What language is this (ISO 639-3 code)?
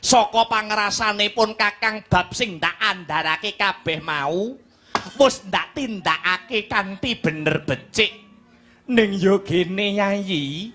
jav